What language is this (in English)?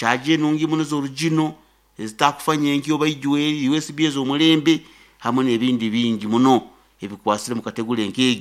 Nyoro